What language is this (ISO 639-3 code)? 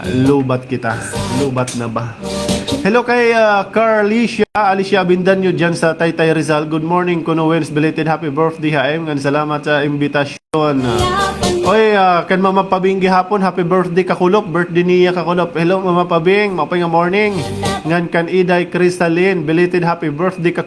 war